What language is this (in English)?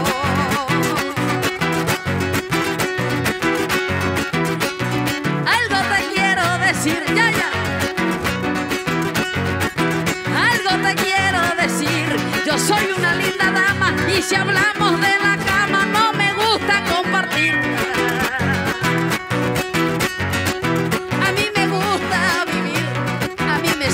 Spanish